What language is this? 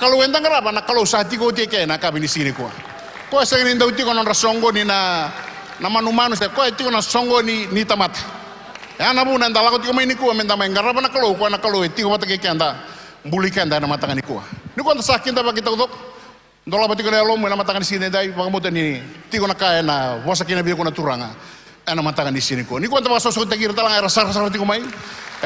Fijian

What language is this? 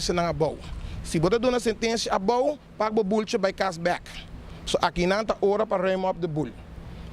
Papiamento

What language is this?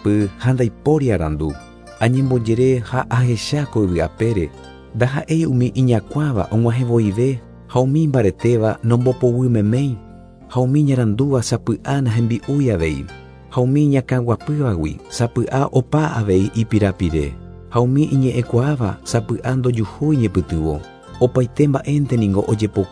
Guarani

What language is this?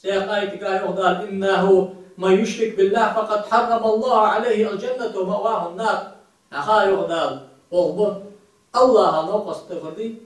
Ingush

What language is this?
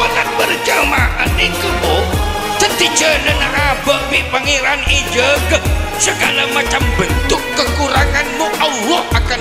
Madurese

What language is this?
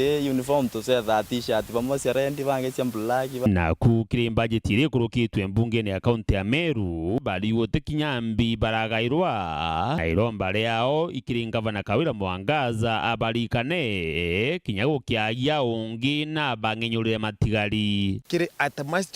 Meru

